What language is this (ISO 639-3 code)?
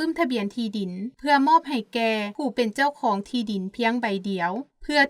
lao